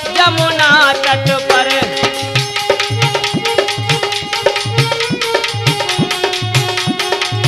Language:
Hindi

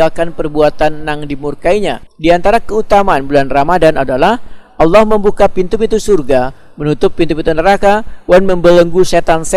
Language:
Banjar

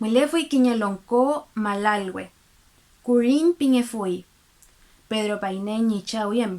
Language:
Mapuche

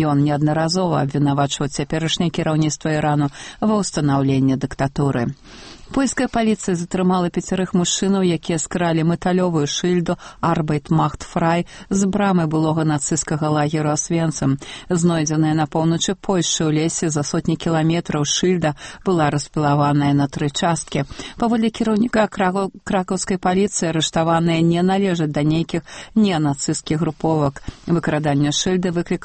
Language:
Belarusian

